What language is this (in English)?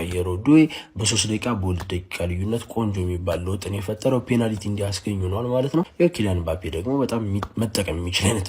Amharic